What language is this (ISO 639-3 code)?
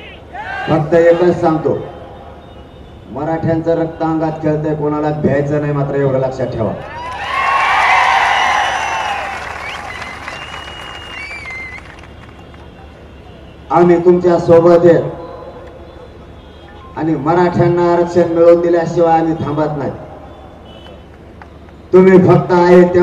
mar